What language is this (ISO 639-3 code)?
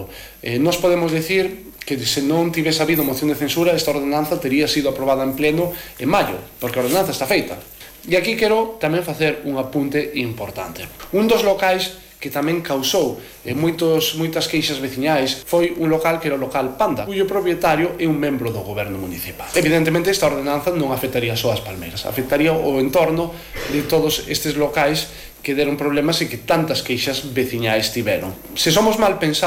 glg